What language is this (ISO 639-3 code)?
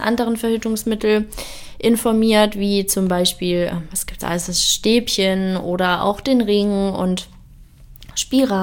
deu